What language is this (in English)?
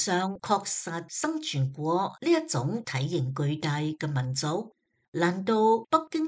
Cantonese